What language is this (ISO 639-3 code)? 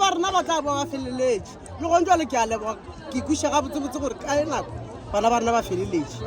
nso